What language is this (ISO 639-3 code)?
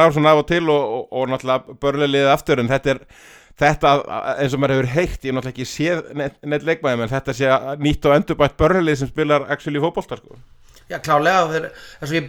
isl